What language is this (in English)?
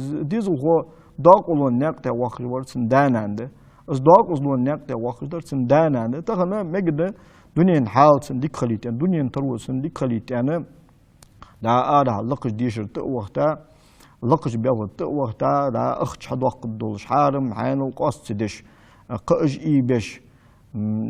Ingush